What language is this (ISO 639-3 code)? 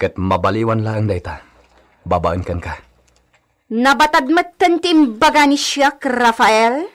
ilo